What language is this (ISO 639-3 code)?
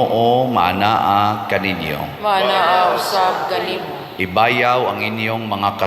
ceb